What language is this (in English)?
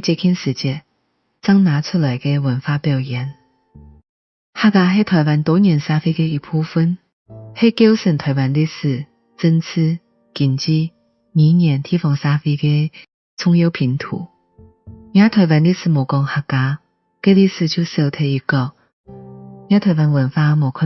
Hakka Chinese